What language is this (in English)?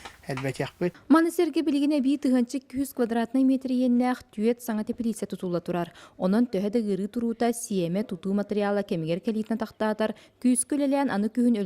Yakut